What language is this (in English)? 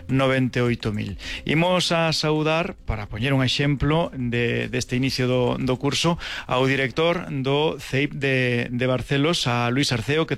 Galician